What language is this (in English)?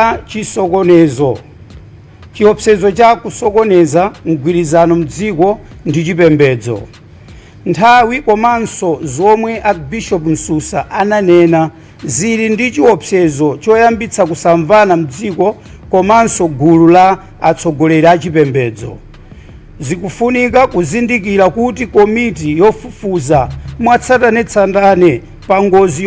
Nyanja